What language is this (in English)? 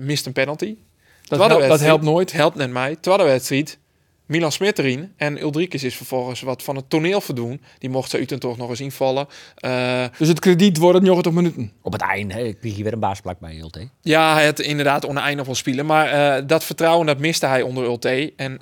Western Frisian